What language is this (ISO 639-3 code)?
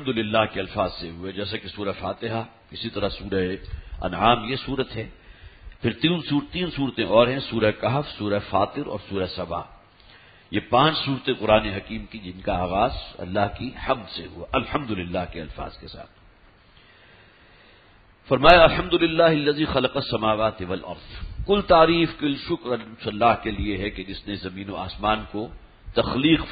urd